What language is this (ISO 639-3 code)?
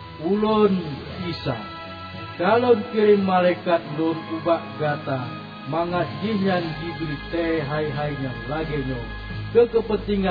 ace